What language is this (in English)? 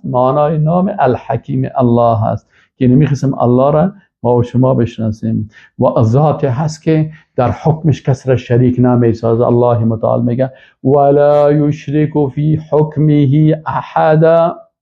Persian